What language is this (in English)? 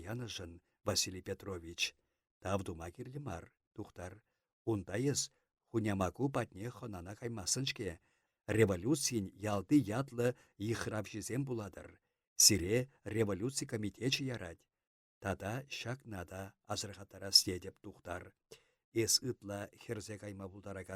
Chuvash